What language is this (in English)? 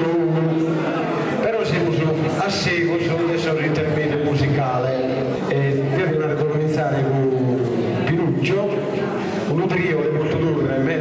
Sardinian